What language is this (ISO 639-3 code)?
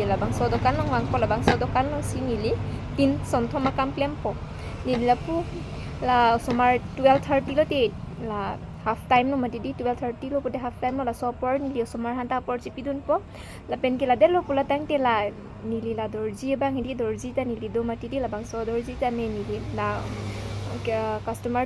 mjw